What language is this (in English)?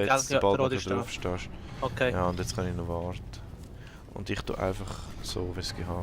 Swiss German